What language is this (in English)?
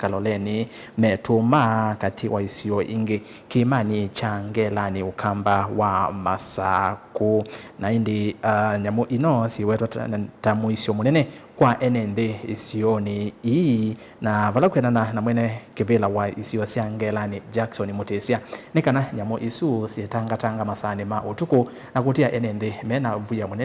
Kamba